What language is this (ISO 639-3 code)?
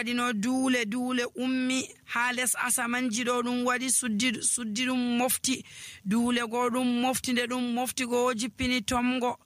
fuv